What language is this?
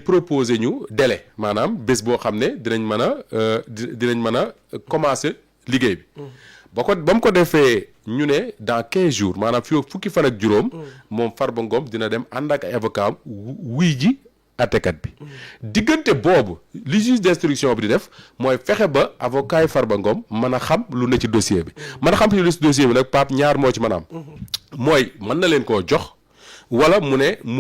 Wolof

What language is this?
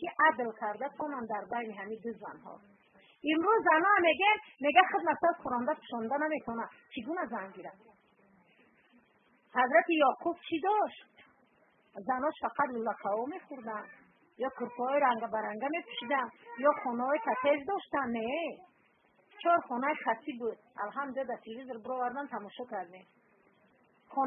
Persian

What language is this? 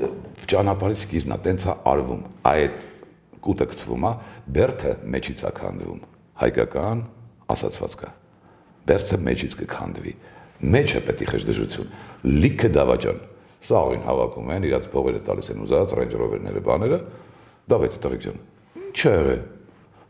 Armenian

